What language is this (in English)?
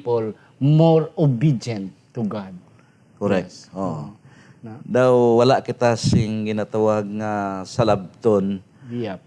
Hiligaynon